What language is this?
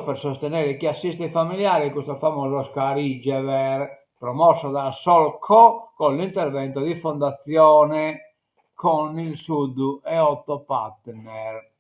Sardinian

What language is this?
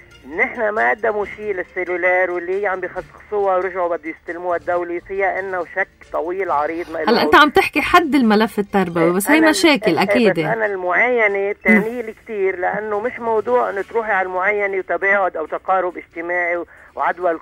North Levantine Arabic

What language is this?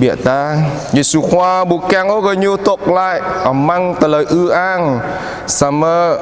Jarai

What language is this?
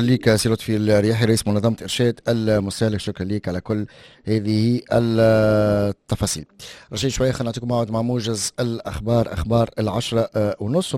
Tunisian Arabic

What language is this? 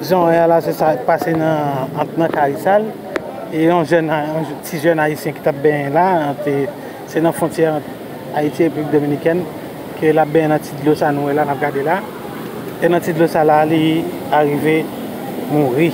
Haitian Creole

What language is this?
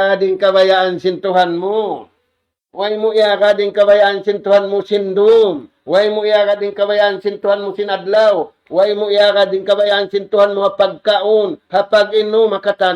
Tausug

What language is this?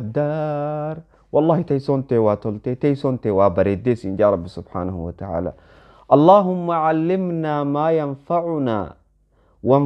Oromo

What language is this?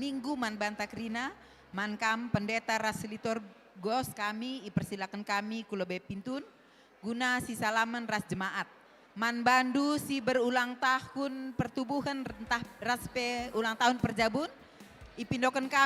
Batak Karo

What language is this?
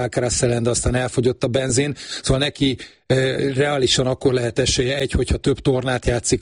Hungarian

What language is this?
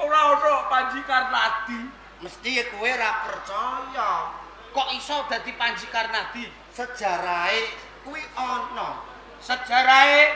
Javanese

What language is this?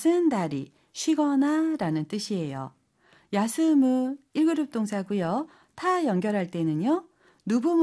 Korean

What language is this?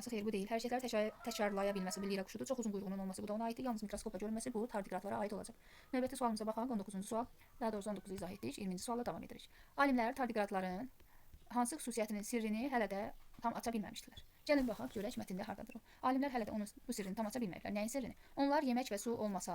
Azerbaijani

